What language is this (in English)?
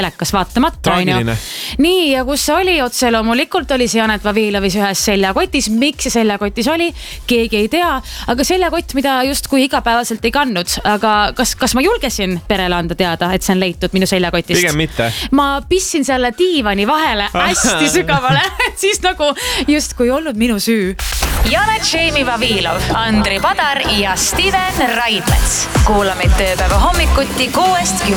Estonian